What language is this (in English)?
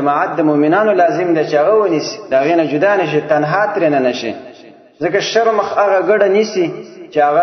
Pashto